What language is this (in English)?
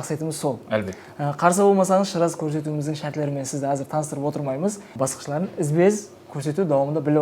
Kara-Kalpak